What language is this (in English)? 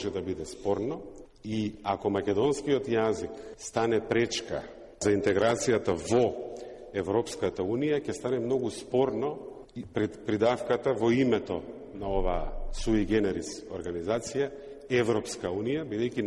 Macedonian